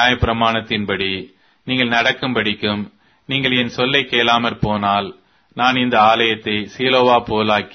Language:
Tamil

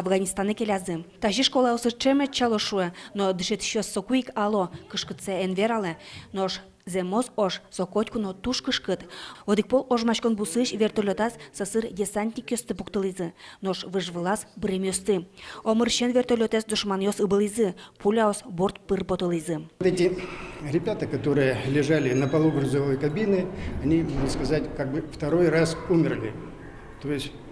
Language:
Udmurt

